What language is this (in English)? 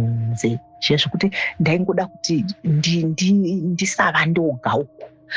Shona